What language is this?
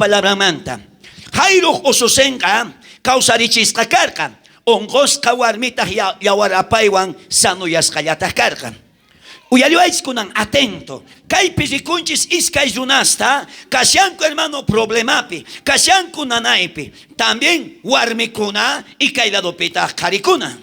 South Bolivian Quechua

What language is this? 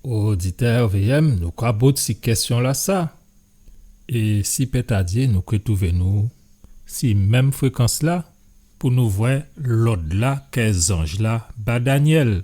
Guadeloupean Creole French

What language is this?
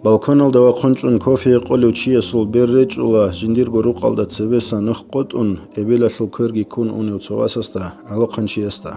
Avaric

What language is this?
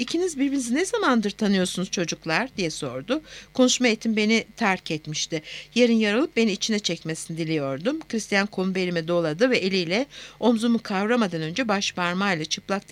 Turkish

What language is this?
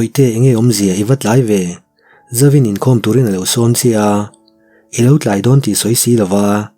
Mizo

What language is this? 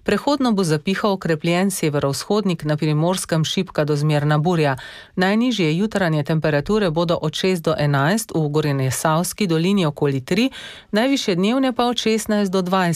Slovenian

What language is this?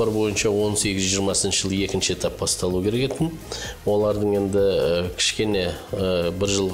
Kazakh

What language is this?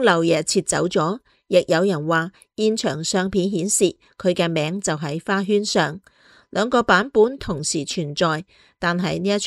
Cantonese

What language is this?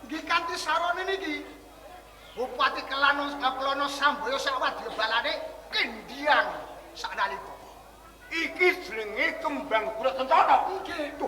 Javanese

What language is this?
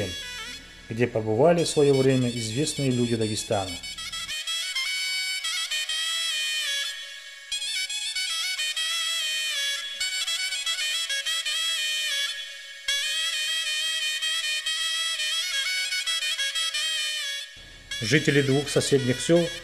Russian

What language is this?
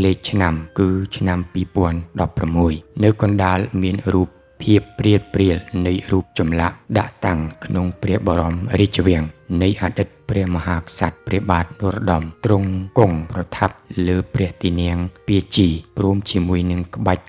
Khmer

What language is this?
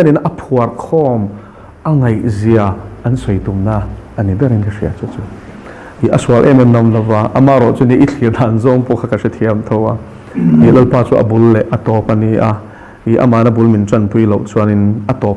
Mizo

